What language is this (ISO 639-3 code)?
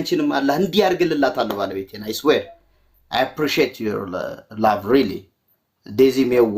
amh